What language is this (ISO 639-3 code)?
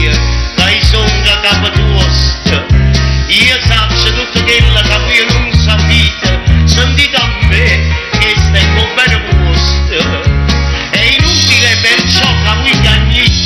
nap